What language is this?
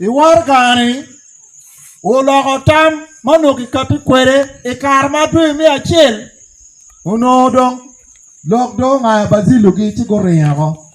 Acoli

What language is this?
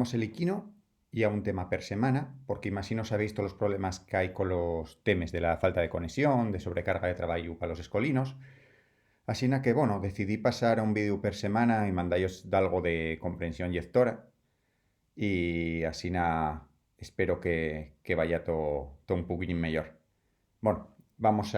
Asturian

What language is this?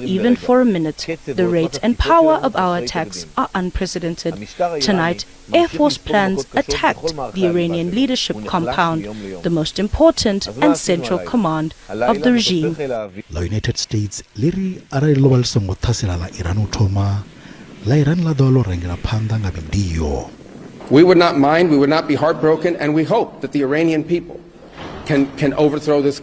Venda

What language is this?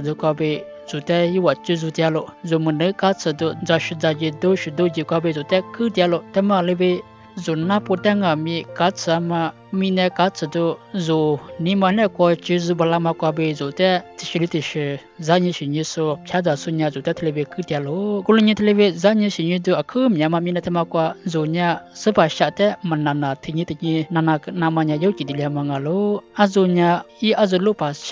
Lisu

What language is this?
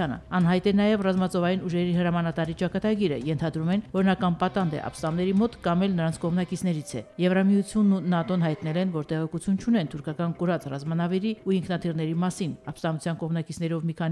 Armenian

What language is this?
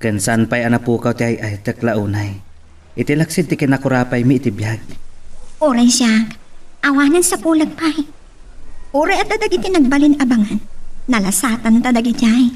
Iloko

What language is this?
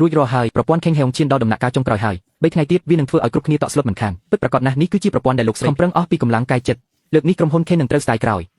Khmer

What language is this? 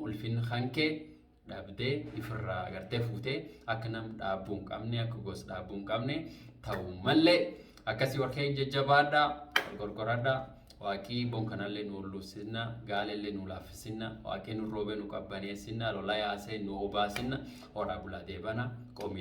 Oromo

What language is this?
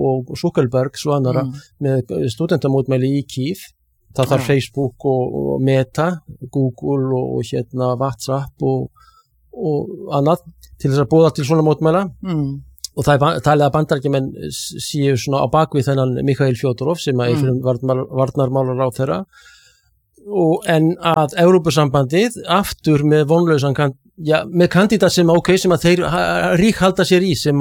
Icelandic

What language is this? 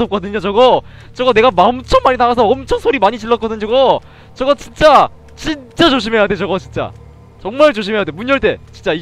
Korean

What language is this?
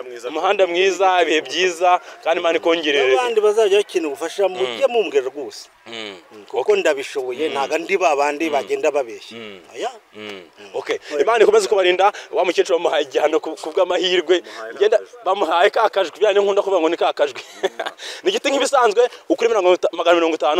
Kinyarwanda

